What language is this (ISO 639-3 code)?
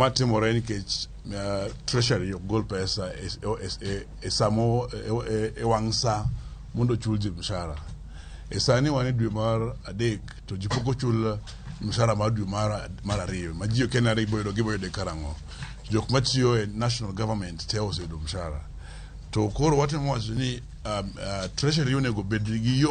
luo